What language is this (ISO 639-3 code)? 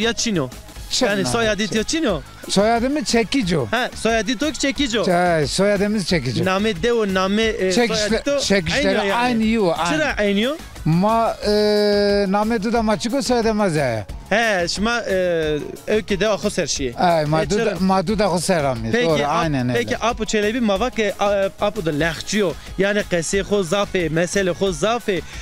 zza